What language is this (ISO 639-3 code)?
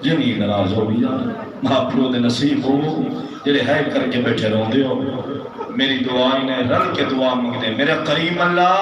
skr